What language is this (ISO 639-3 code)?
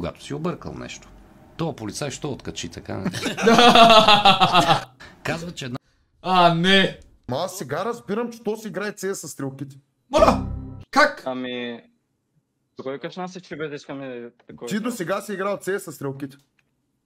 bul